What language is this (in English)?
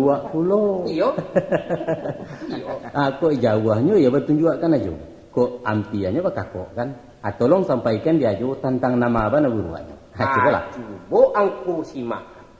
Minangkabau